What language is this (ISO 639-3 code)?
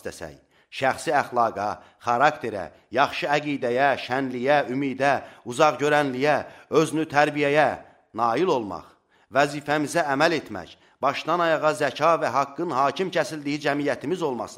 aze